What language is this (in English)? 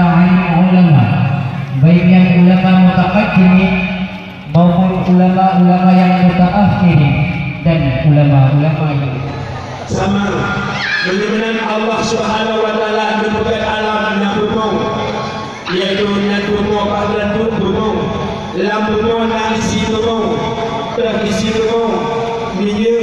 Achinese